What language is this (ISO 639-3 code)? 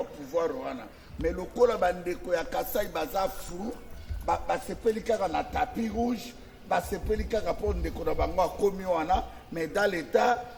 lin